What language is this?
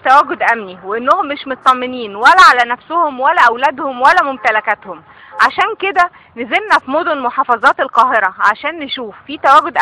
Egyptian Arabic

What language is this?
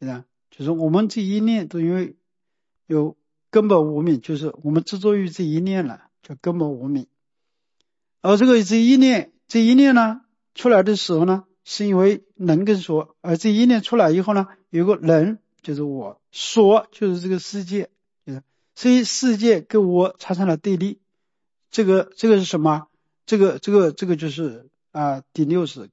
Chinese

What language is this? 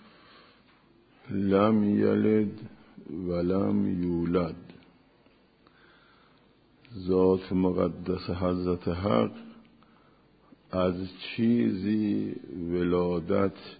Persian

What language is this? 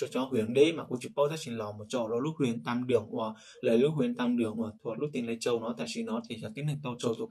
Hmong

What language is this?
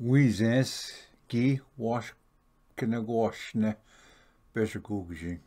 Ojibwa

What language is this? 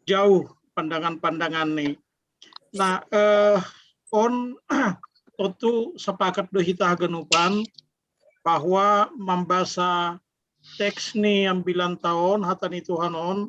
Batak Simalungun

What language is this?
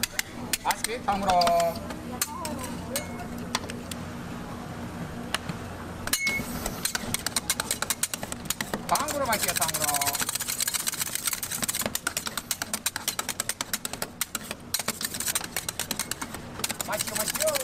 Korean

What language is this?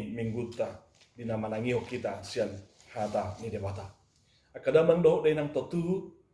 Batak Toba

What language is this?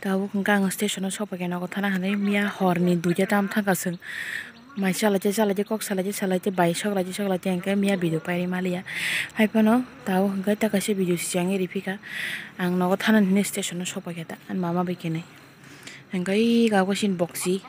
Kok Borok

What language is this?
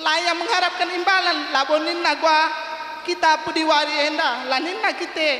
Batak Karo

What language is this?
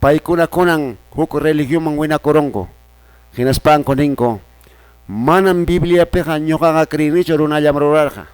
Quechua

